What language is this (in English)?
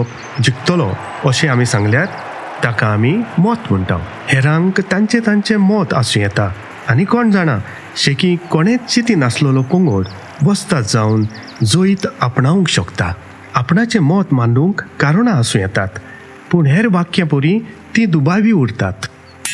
Konkani